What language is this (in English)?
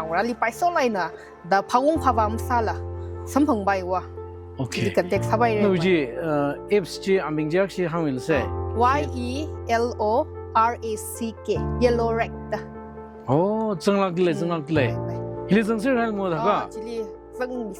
Tangkhul Naga (India)